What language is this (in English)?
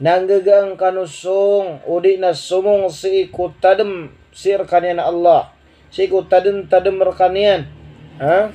Maranao